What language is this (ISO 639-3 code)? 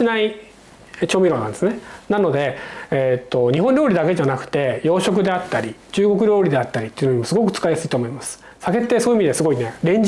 jpn